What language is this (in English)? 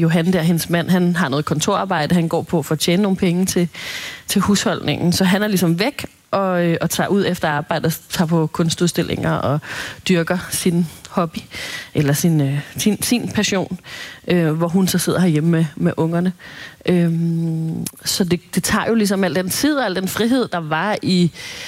Danish